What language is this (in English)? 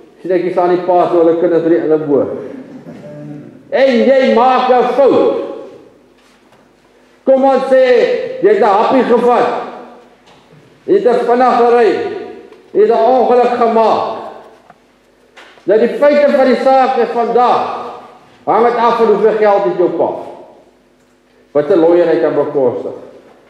Afrikaans